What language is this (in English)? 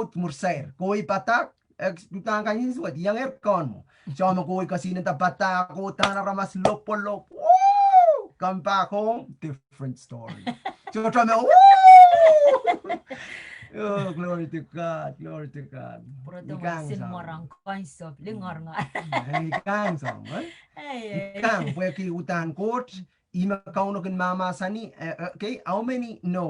Pohnpeian